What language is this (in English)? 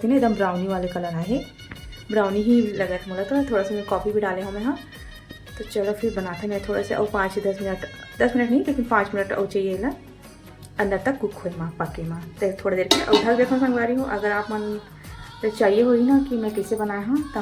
Chhattisgarhi